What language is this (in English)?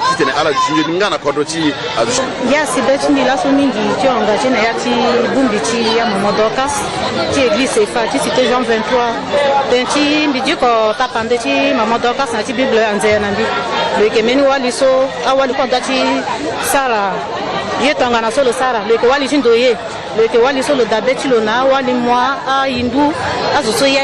Sango